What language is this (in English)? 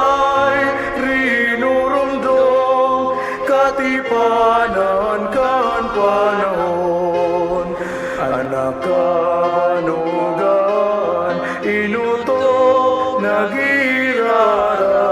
Bikol